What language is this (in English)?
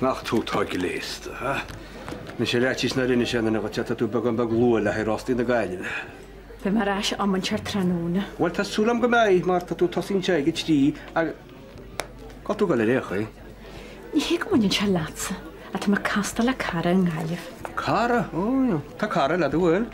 Irish